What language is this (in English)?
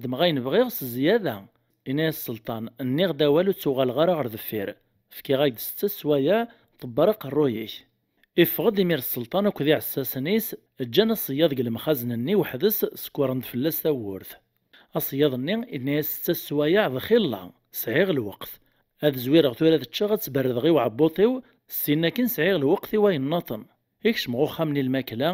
Kabyle